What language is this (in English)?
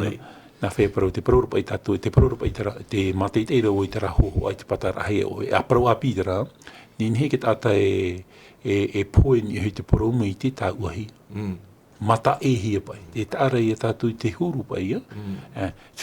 Tahitian